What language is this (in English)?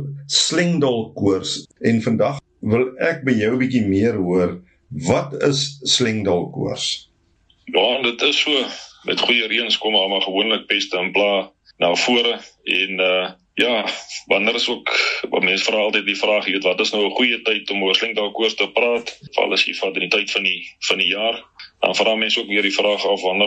Afrikaans